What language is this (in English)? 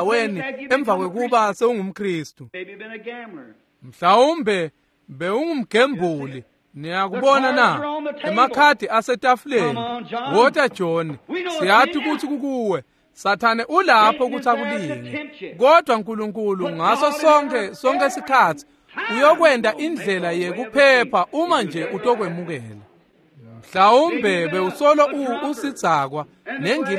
Swati